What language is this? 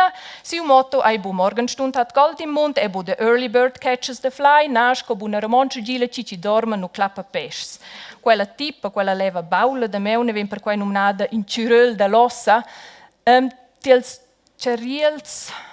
Romansh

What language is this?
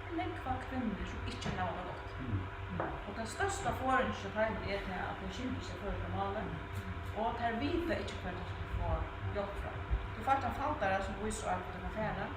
Faroese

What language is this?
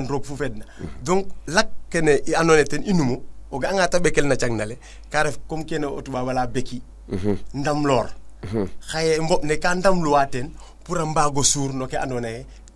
Serer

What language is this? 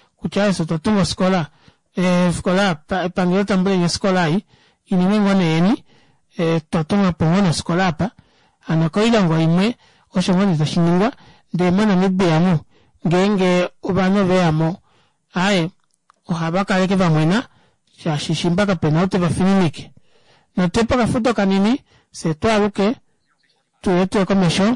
Kuanyama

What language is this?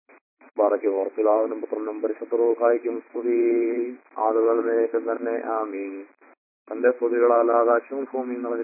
Malayalam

